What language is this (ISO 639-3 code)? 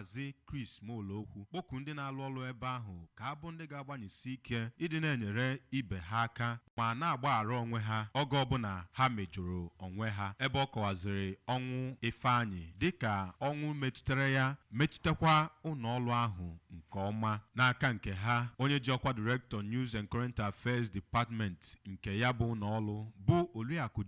ibo